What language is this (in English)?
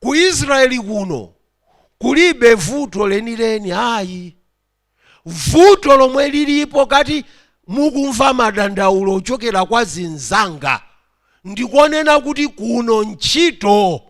Nyanja